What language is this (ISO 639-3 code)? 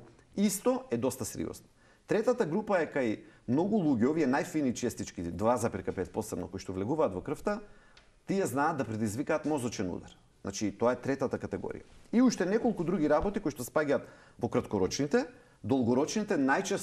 mkd